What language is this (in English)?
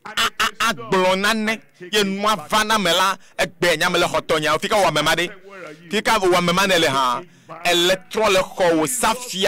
Ewe